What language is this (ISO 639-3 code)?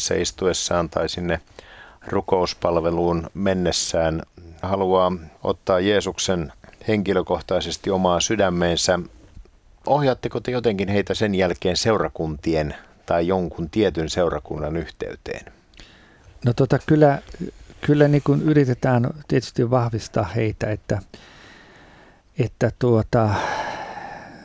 fin